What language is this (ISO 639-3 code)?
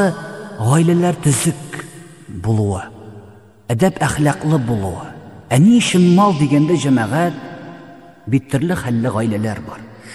tat